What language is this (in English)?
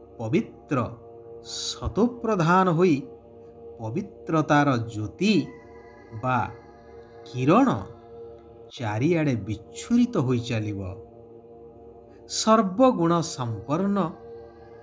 Odia